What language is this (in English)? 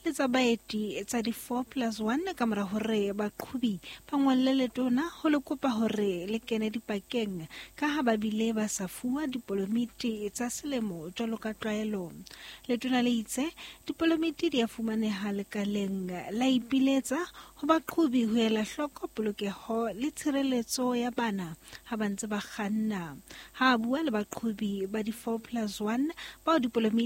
Southern Sotho